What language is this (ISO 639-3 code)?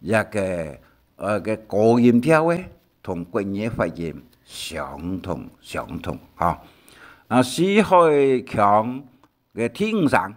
hak